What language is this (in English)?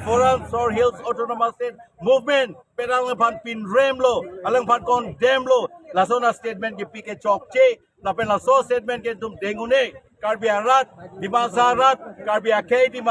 Karbi